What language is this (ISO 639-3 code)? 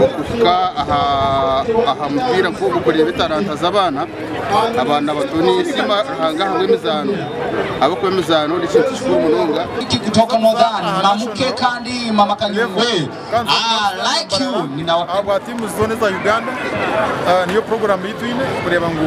nyn